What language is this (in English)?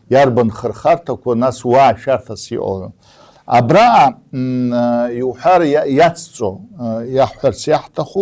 Abkhazian